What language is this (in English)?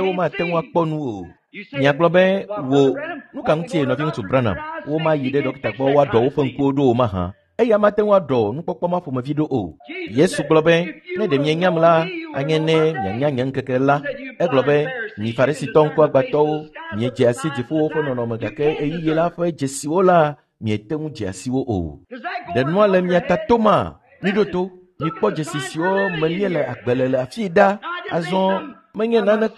Ewe